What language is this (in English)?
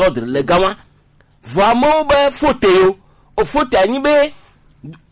Gen